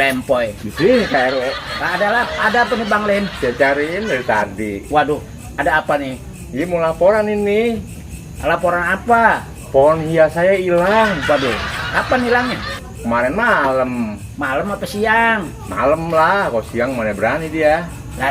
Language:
Betawi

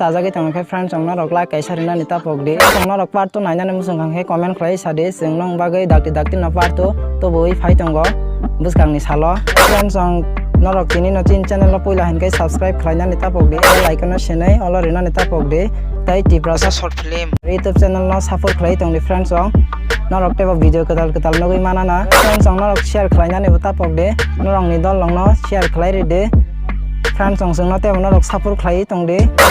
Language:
Kok Borok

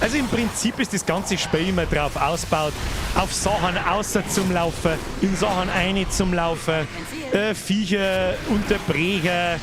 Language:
Bavarian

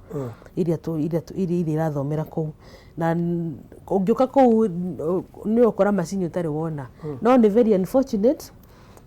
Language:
Kikuyu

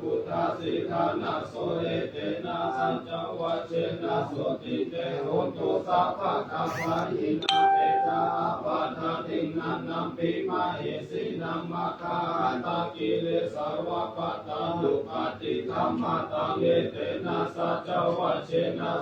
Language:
Pali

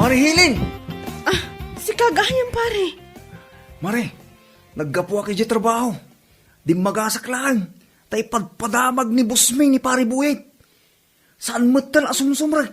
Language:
Iloko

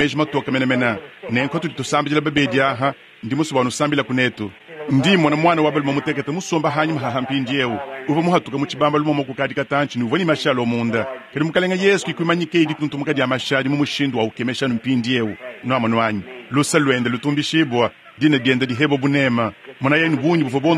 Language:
Luba-Lulua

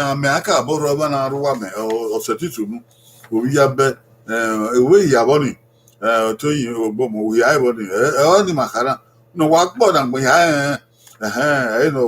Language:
Bini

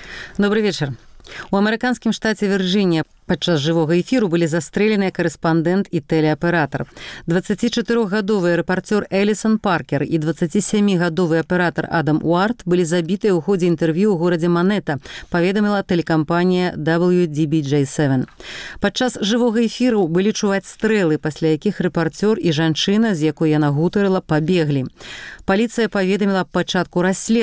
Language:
Belarusian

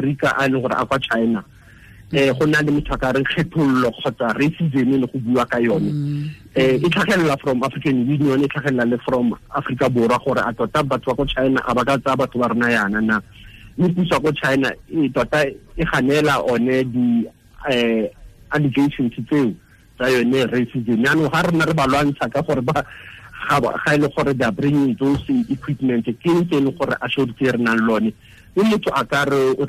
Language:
Tswana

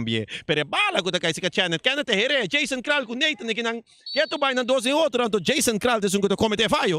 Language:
Papiamento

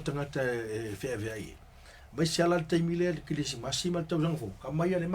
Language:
Samoan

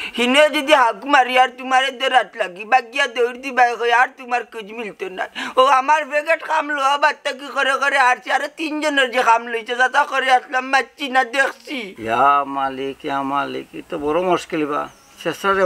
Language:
Sylheti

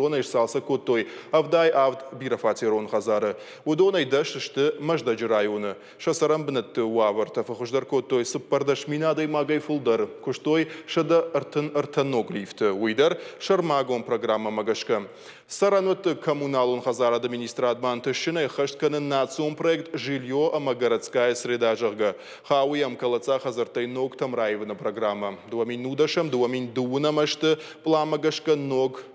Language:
Ossetic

